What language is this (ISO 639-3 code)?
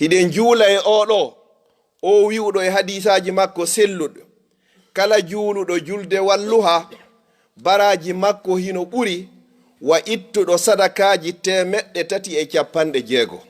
ful